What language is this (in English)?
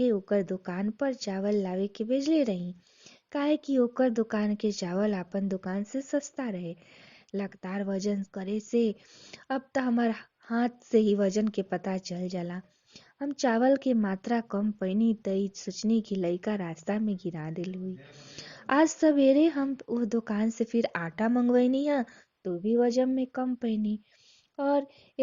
Bhojpuri